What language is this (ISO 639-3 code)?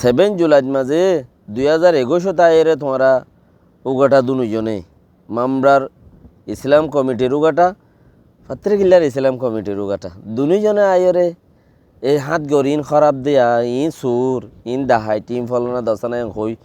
rhg